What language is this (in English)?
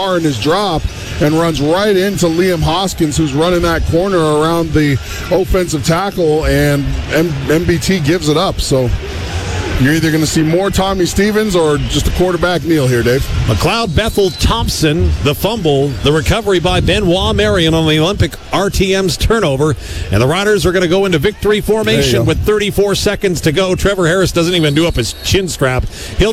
English